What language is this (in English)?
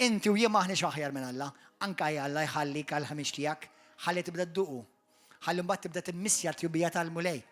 Maltese